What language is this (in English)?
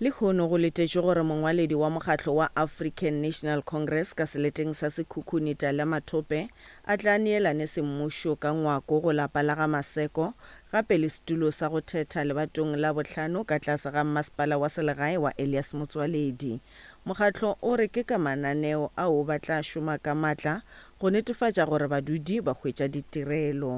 Northern Sotho